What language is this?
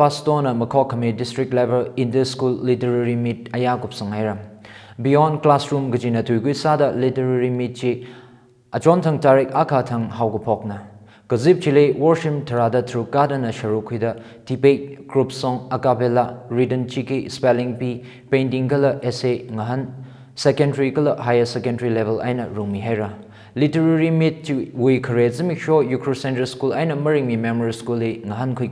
Tangkhul Naga (India)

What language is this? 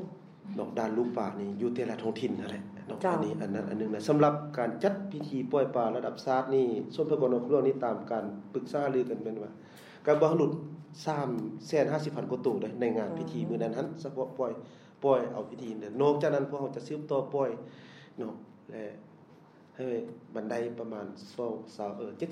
Lao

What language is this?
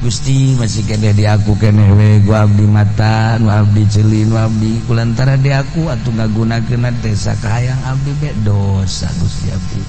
Sundanese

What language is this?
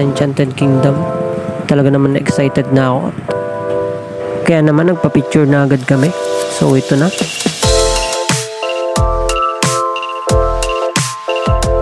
Filipino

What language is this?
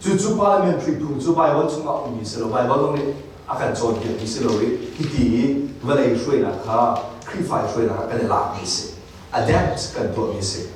Hakha Chin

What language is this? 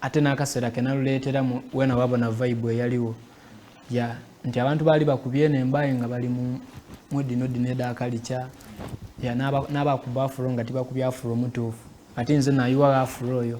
Soga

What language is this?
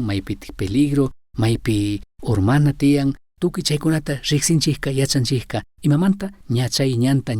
Chimborazo Highland Quichua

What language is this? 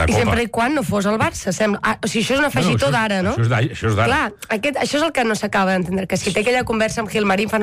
Catalan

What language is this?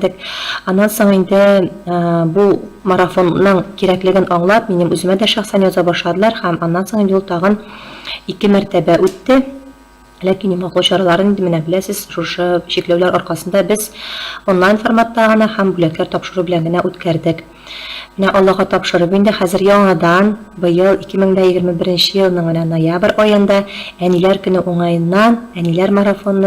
Tatar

